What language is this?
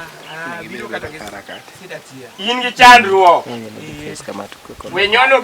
Luo (Kenya and Tanzania)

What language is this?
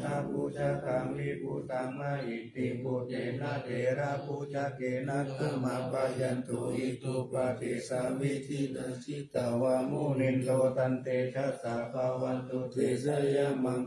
Pali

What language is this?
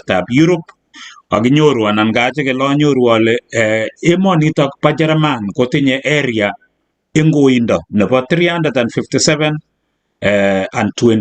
Kalenjin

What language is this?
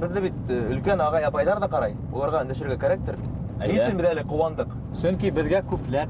Bashkir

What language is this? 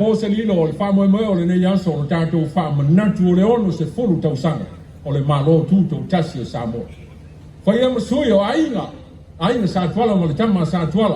Samoan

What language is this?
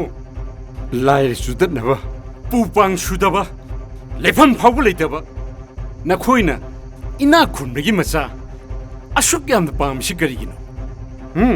Manipuri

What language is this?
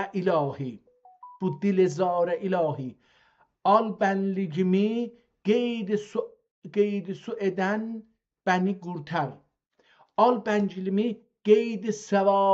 South Azerbaijani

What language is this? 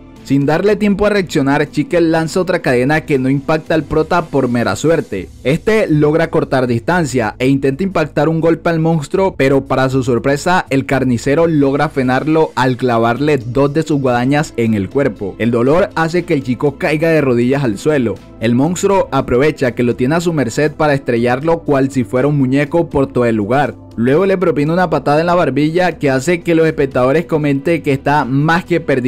Spanish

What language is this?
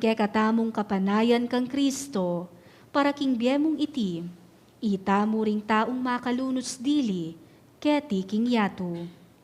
Pampanga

